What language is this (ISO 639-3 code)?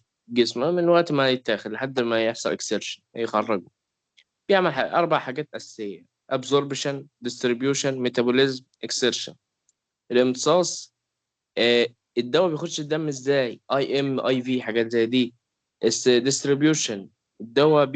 arz